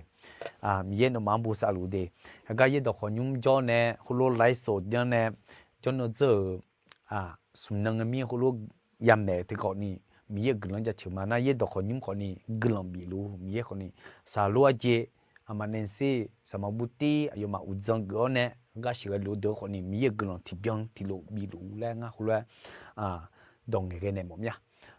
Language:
Akha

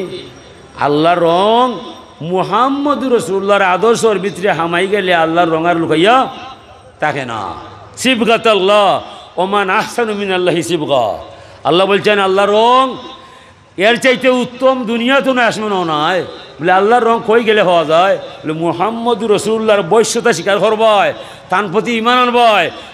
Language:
Sylheti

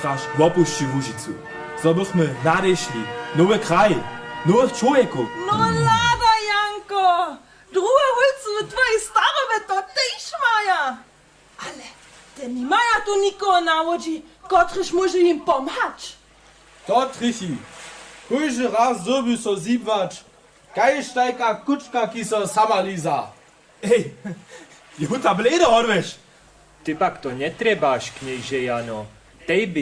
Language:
Upper Sorbian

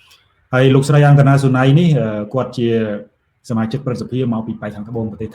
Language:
Khmer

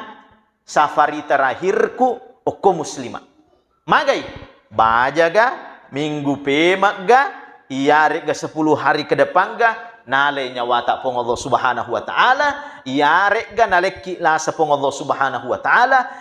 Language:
Buginese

